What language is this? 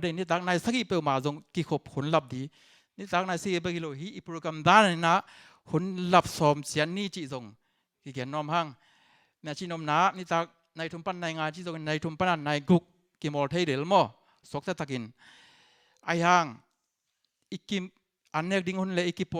Tedim Chin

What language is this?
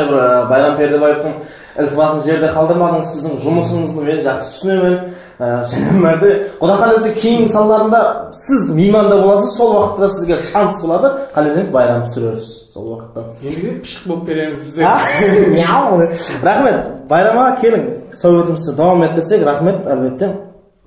Kara-Kalpak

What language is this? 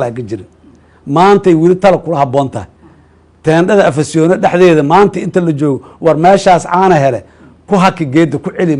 Somali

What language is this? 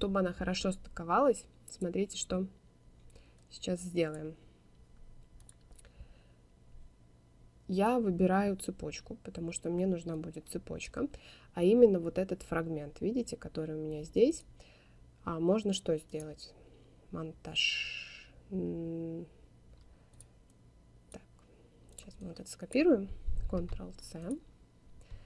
Russian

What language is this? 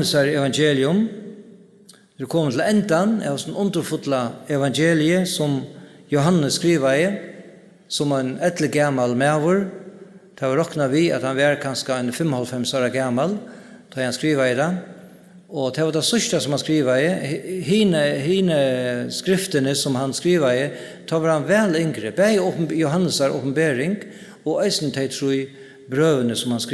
Faroese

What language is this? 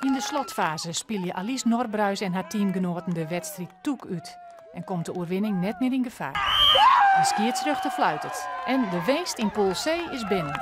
Western Frisian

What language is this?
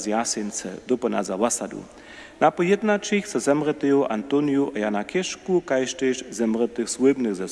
Upper Sorbian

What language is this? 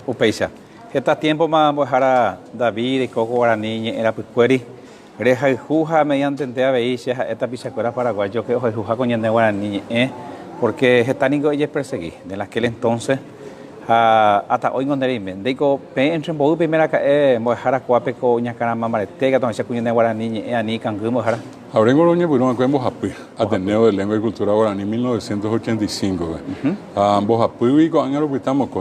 Guarani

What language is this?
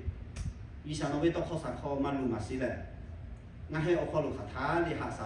Lahu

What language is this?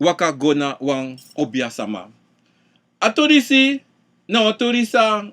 Sranan Tongo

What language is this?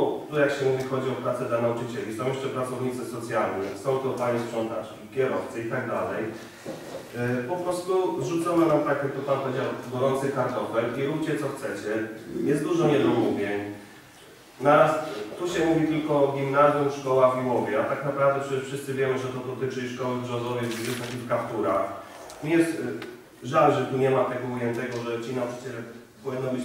Polish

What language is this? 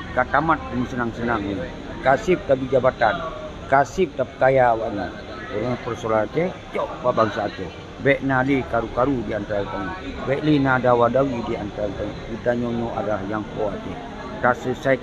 Achinese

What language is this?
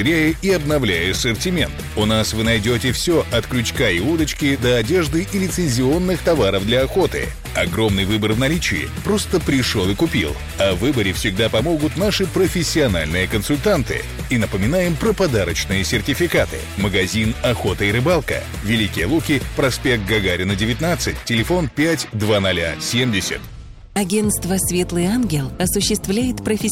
Russian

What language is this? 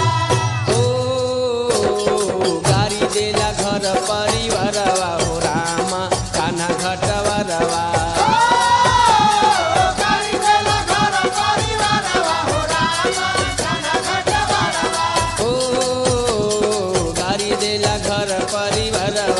Bhojpuri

